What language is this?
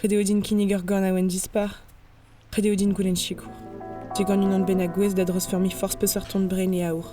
Breton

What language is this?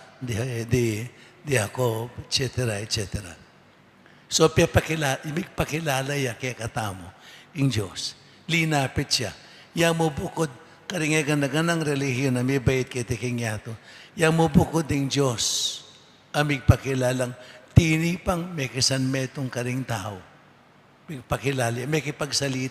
Pampanga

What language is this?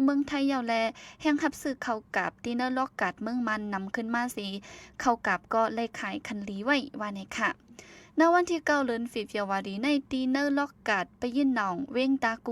Shan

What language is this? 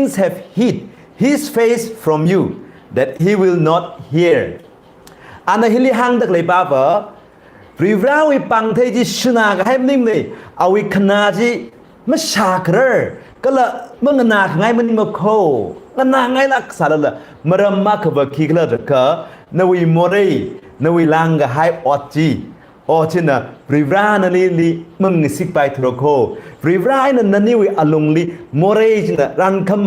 Tangkhul Naga (India)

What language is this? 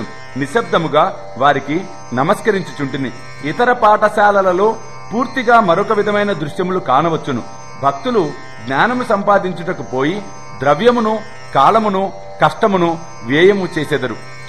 Telugu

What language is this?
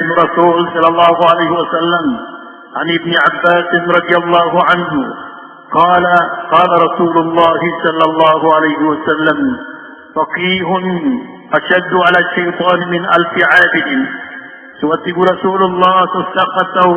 Maranao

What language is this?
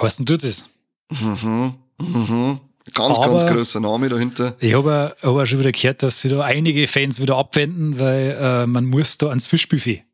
Bavarian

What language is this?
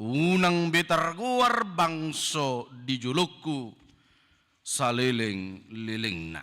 Batak Toba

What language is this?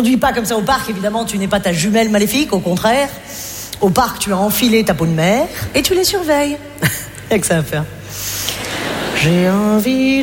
French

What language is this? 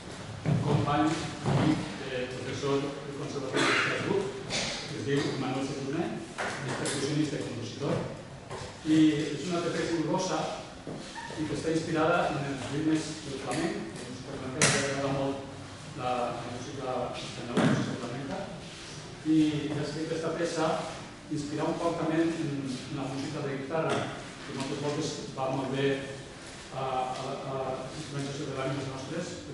Catalan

